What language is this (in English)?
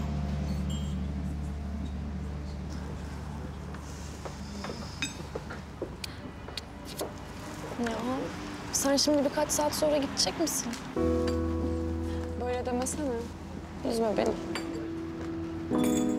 Turkish